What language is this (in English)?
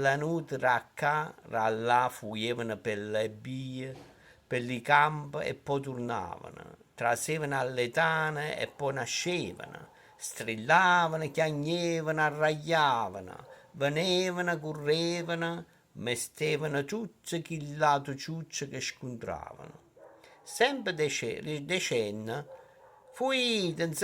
Neapolitan